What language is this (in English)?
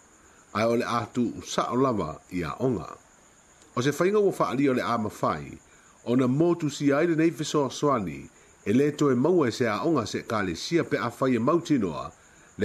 Samoan